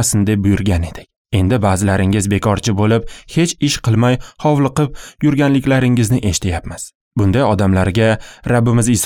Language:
Uzbek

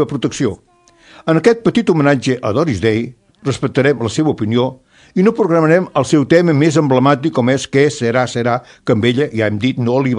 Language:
Catalan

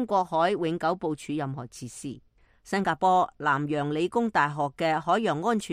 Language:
Cantonese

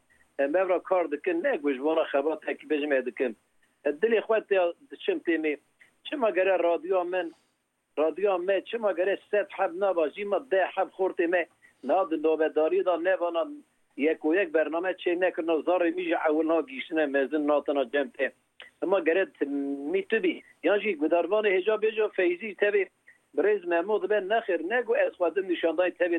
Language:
Kurdish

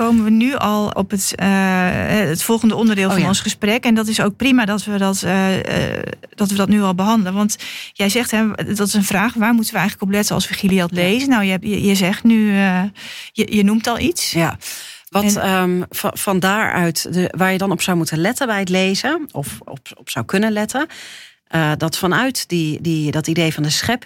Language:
Dutch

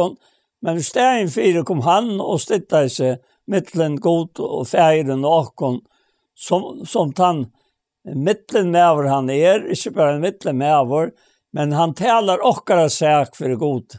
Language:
Faroese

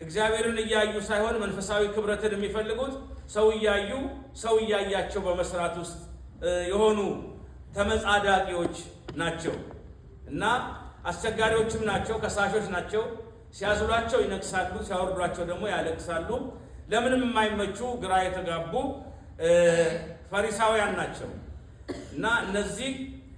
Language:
Amharic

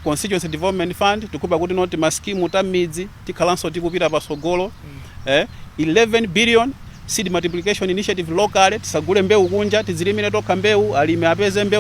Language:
Nyanja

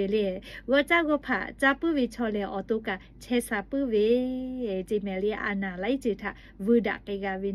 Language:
Lahu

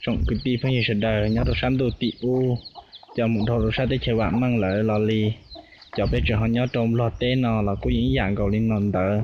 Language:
Hmong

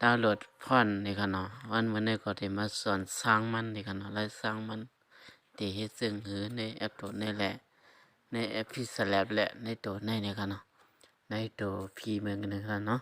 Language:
Shan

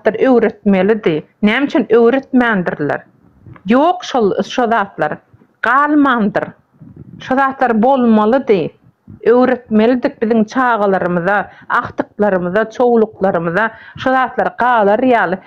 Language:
Turkmen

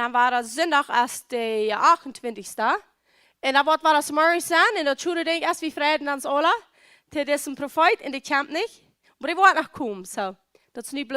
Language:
Plautdietsch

